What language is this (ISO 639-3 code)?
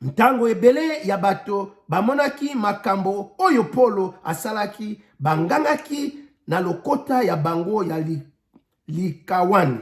lin